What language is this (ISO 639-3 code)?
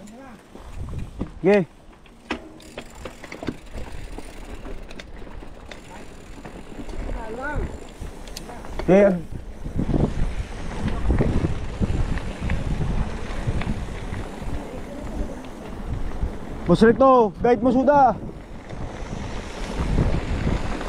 fil